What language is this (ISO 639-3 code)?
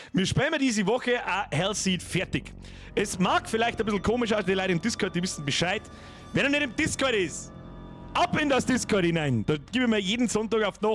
bar